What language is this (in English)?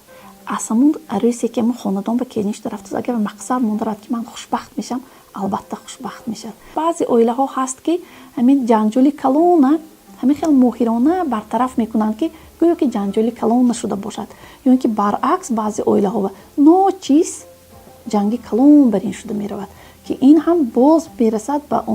Tajik